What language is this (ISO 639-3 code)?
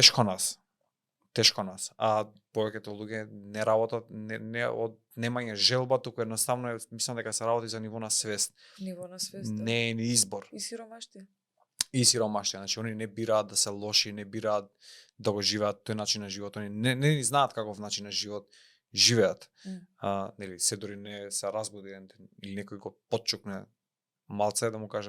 mkd